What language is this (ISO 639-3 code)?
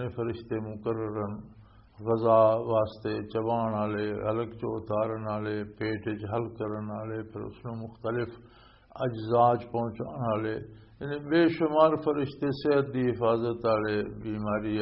lah